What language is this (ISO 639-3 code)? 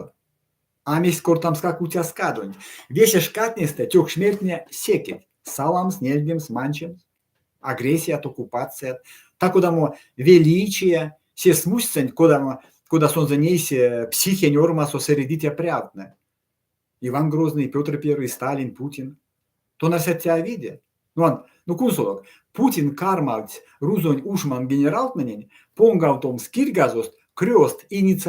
myv